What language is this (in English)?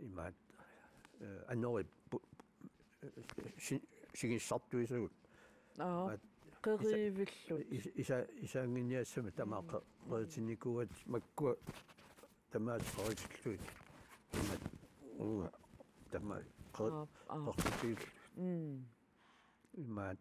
Kalaallisut